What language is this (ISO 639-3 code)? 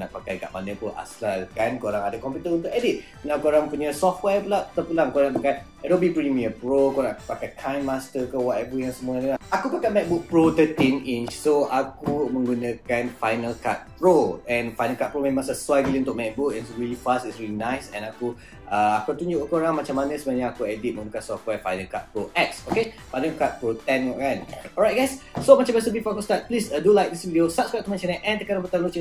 msa